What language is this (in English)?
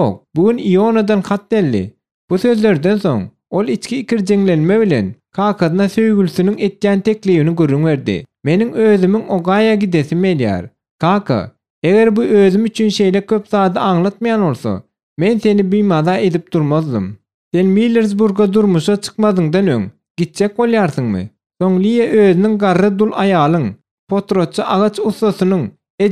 Turkmen